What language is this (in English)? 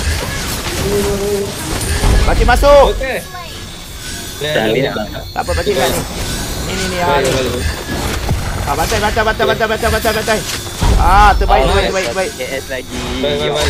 Malay